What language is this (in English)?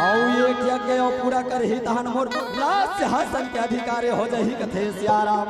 Chhattisgarhi